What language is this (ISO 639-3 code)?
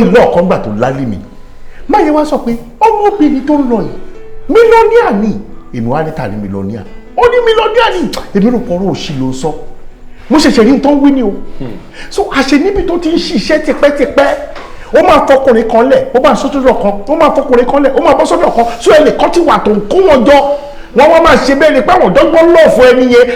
yor